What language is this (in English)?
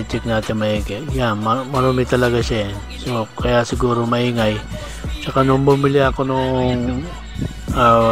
Filipino